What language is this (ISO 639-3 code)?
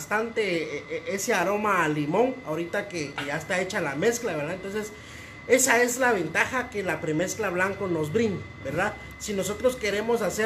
spa